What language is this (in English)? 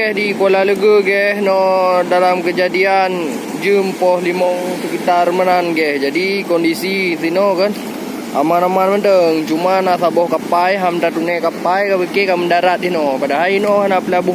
Achinese